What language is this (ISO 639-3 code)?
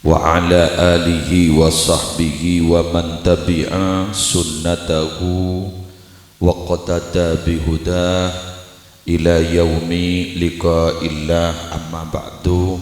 mad